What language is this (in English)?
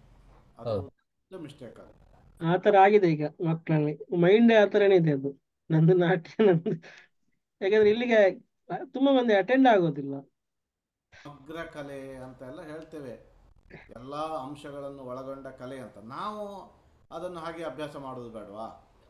Kannada